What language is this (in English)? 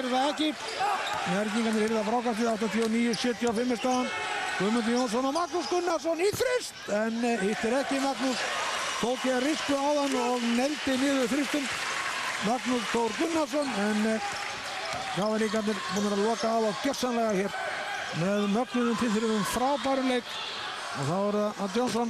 Icelandic